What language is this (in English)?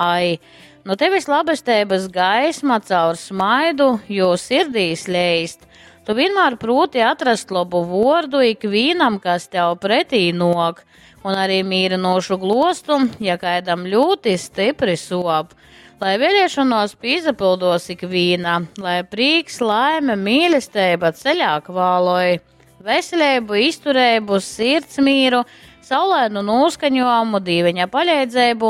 Latgalian